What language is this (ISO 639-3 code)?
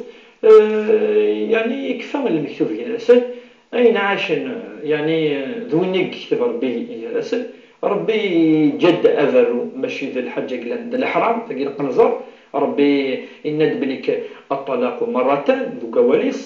kab